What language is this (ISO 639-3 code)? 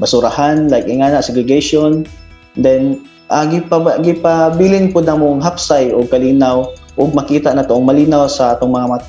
ceb